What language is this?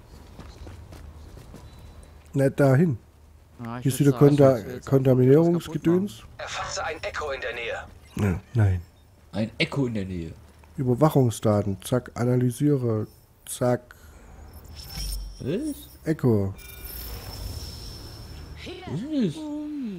German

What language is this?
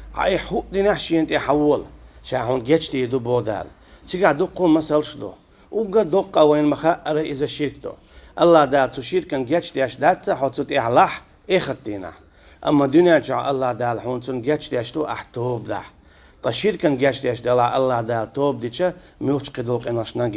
Chechen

